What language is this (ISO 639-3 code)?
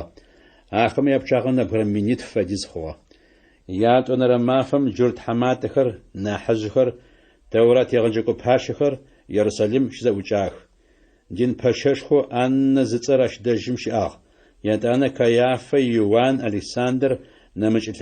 ady